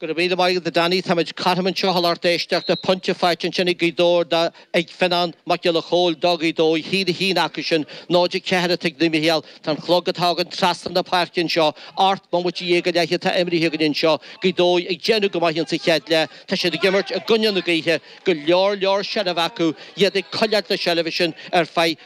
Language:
Irish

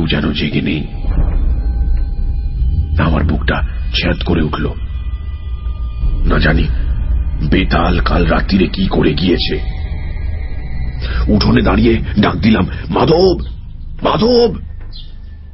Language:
Bangla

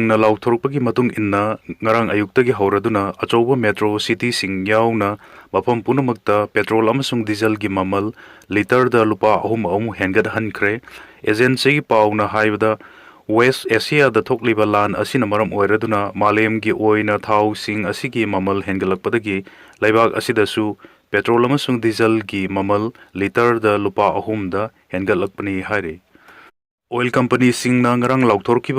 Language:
Manipuri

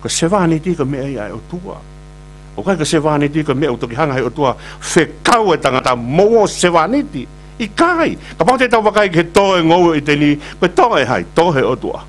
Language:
Tongan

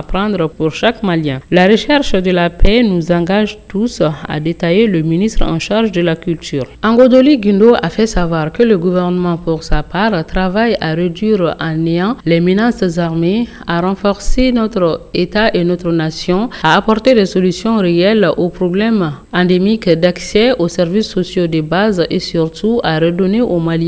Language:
French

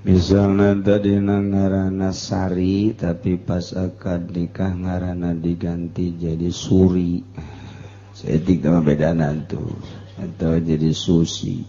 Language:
Sundanese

